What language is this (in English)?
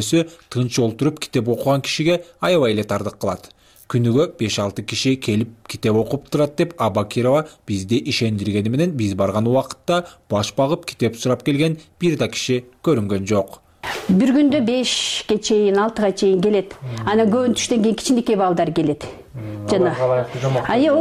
Kyrgyz